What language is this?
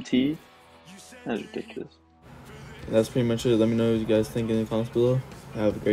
English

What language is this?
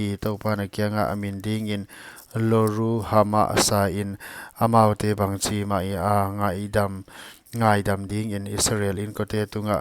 Paite Chin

